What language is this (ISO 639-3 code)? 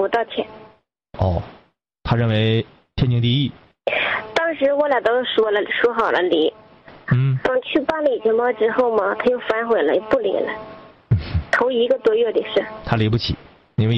zho